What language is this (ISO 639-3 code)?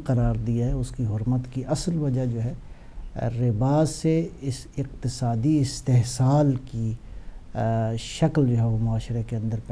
urd